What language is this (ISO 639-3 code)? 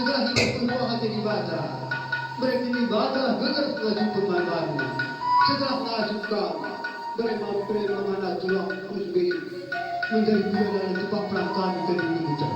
btx